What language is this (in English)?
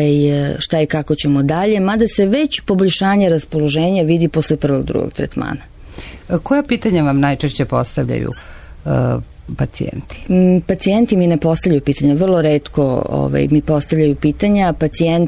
Serbian